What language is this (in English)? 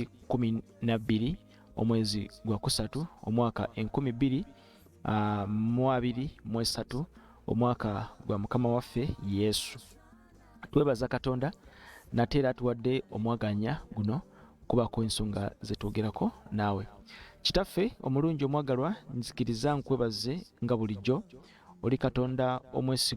Ganda